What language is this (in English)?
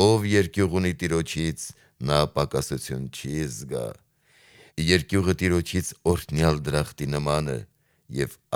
Armenian